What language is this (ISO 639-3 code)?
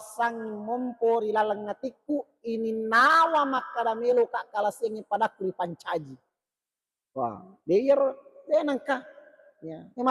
bug